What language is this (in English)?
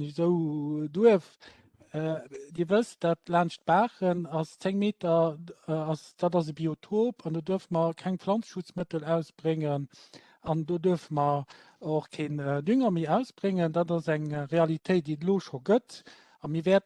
Luxembourgish